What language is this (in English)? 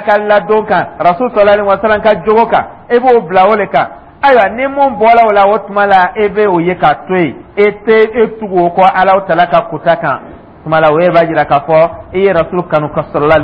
Dyula